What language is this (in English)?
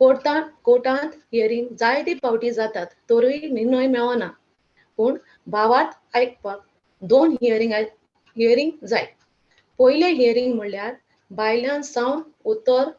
Konkani